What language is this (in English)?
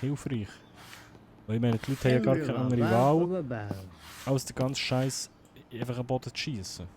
Swiss German